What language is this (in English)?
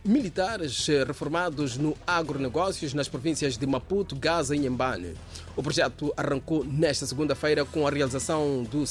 Portuguese